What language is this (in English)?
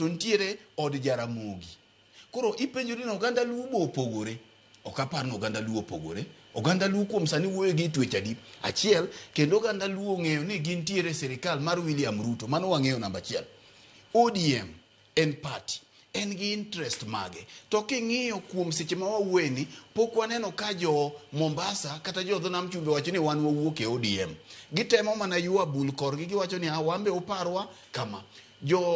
Luo (Kenya and Tanzania)